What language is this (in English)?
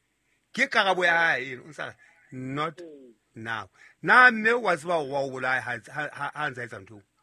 Southern Sotho